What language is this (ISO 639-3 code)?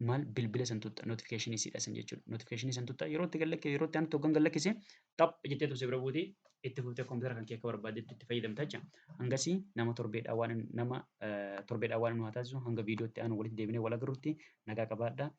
orm